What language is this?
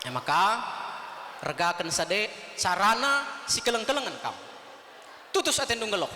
Batak Karo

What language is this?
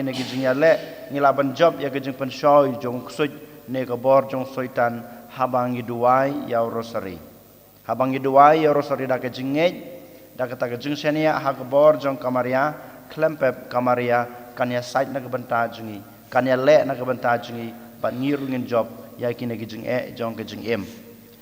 Khasi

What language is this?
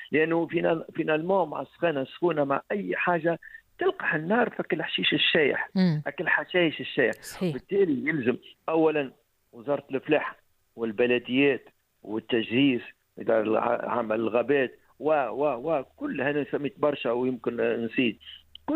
Tunisian Arabic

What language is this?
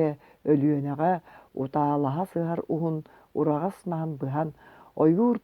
Yakut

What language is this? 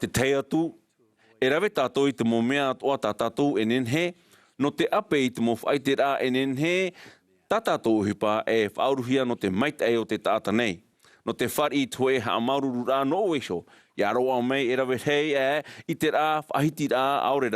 Tahitian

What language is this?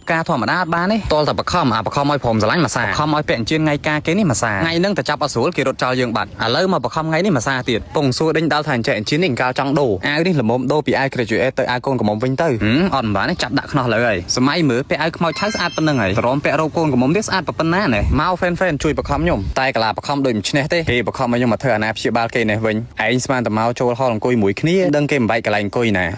Khmer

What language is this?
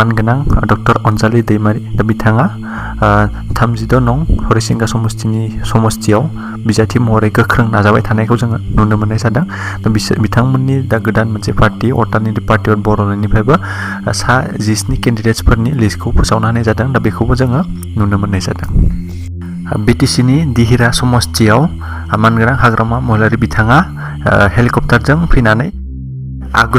Bodo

